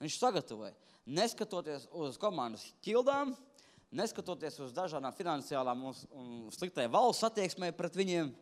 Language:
Latvian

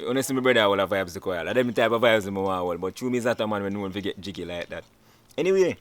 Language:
Jamaican Creole English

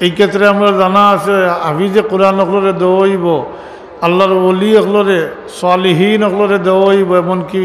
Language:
Sylheti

